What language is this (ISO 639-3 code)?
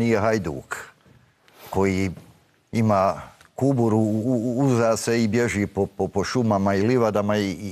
bos